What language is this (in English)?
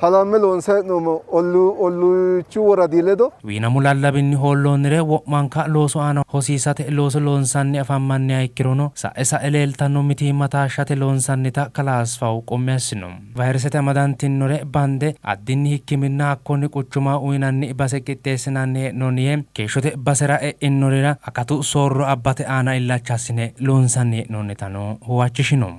Sidamo